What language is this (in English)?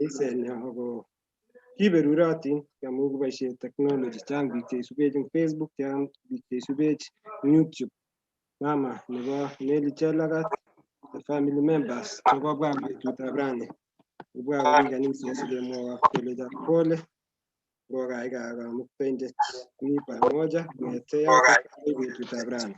Kalenjin